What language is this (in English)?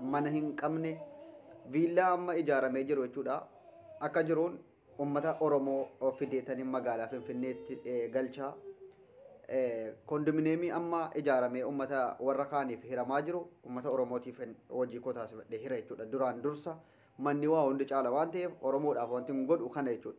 Oromo